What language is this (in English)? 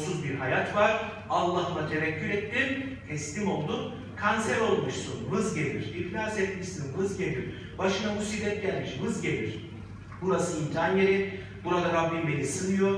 Turkish